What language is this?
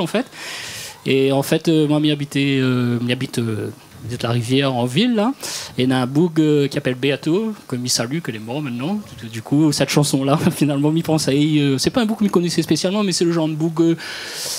Réunion Creole French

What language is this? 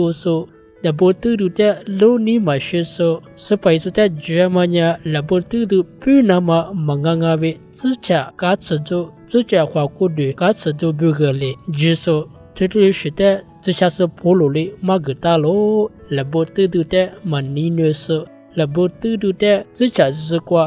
Lisu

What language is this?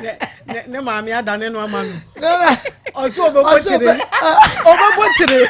Akan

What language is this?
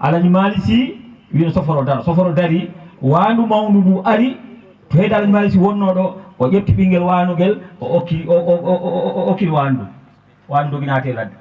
Fula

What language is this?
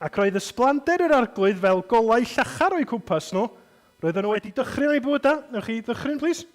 Welsh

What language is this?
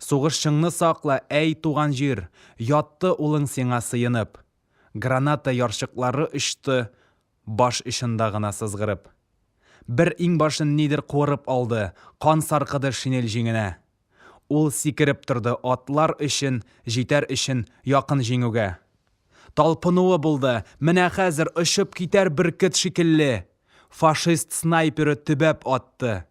Tatar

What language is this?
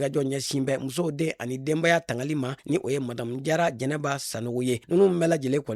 Bambara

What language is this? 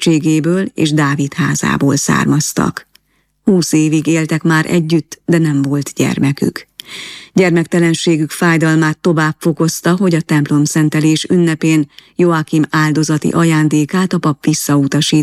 Hungarian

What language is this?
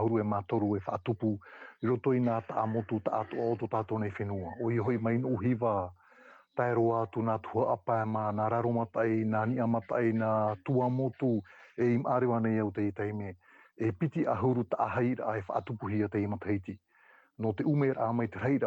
Tahitian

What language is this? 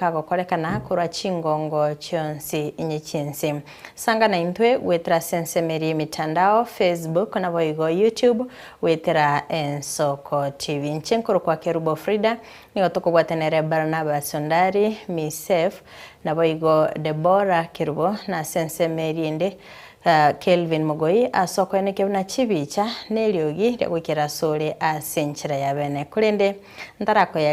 Gusii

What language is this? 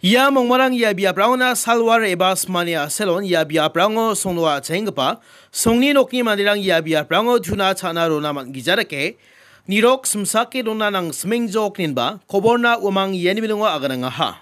Garo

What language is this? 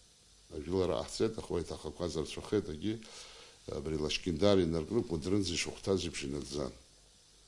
Abkhazian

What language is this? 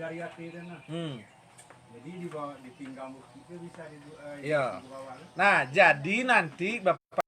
Minangkabau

